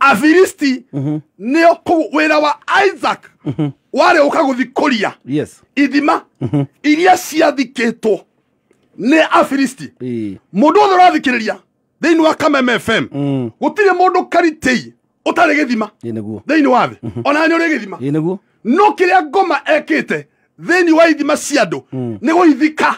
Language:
Kikuyu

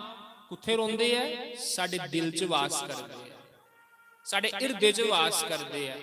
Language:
Dogri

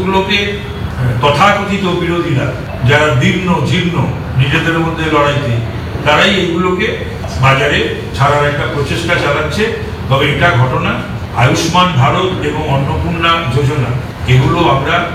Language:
Bangla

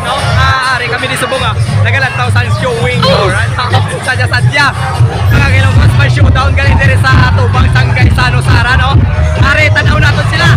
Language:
Hiligaynon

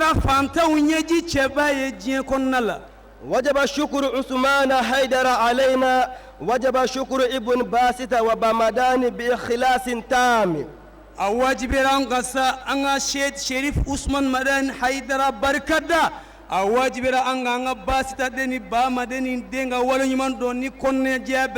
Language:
Bambara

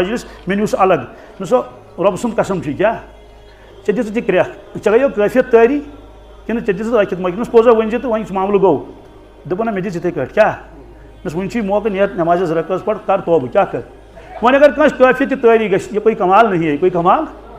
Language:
Kashmiri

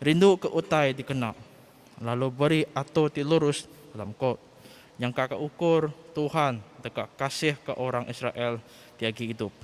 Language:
Iban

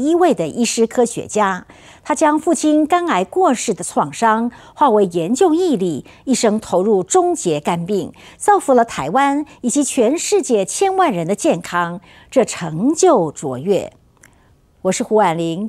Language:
Chinese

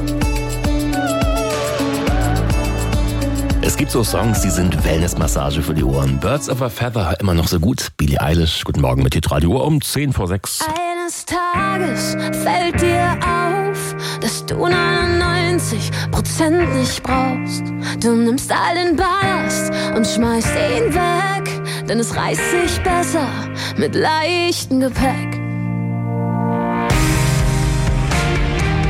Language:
German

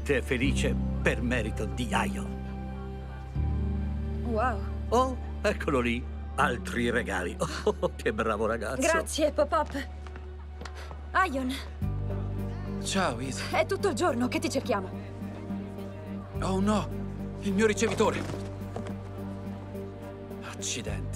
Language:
Italian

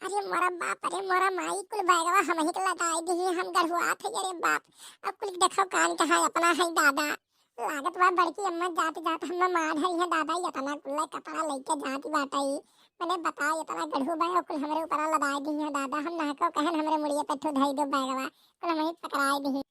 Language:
Awadhi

